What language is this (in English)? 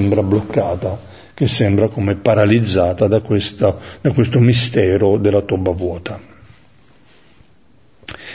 Italian